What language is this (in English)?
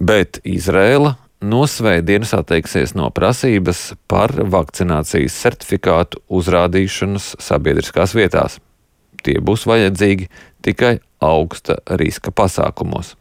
Latvian